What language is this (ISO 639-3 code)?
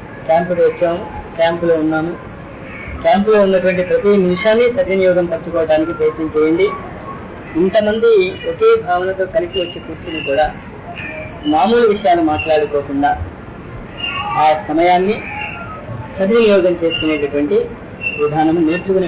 tel